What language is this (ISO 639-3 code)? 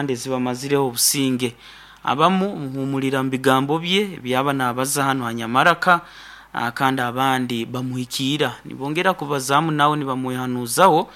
nyo